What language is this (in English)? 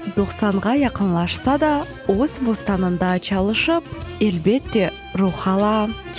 Crimean Tatar